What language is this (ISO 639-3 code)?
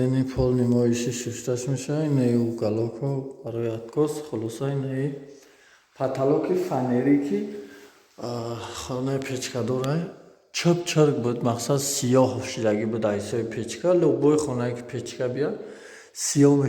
tgk